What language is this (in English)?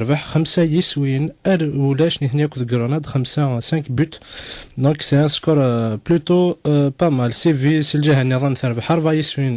Kabyle